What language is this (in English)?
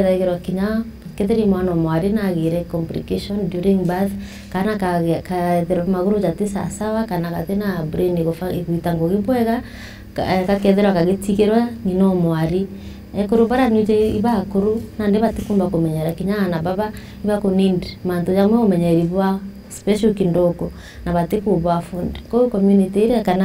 Meru